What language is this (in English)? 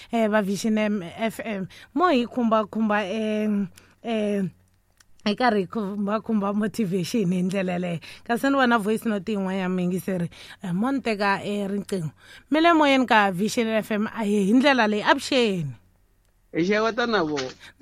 Tsonga